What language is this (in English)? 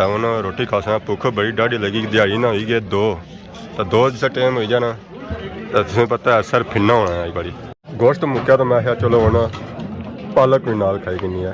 Pahari-Potwari